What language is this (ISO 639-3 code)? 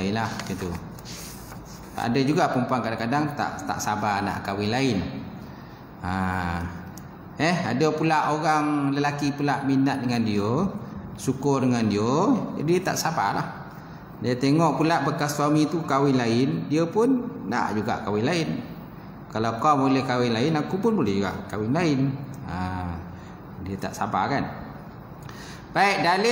msa